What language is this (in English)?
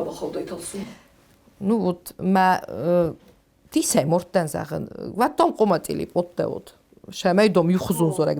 Ossetic